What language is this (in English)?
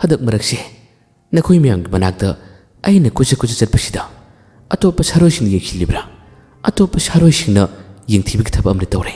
Manipuri